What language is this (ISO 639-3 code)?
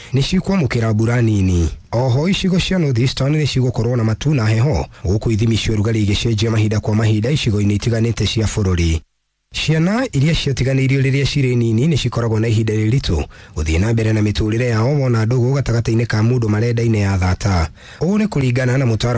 kik